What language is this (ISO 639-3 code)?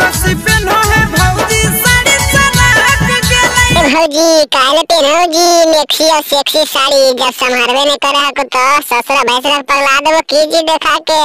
mag